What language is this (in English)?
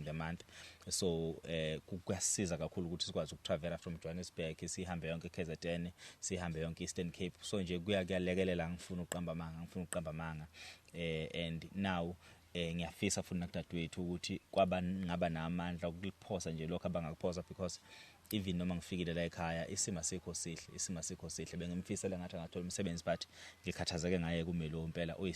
Zulu